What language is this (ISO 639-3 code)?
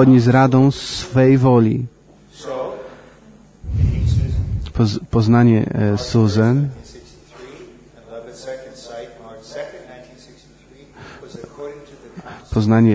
pol